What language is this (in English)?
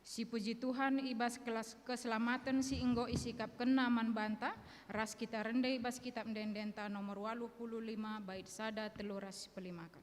Batak Karo